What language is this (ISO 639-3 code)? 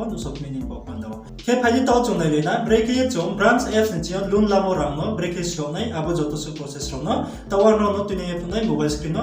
ria